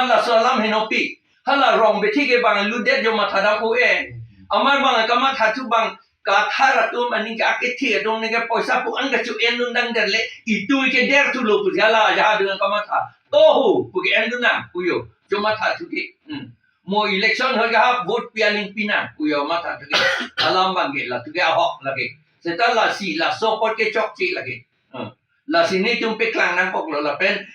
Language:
Karbi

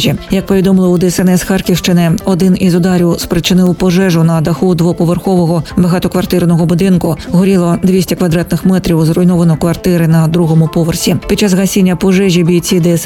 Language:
Ukrainian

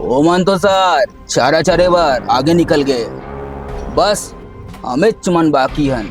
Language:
Chhattisgarhi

